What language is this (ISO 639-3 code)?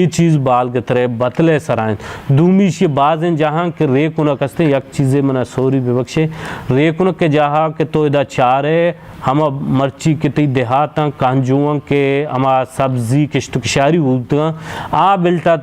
bal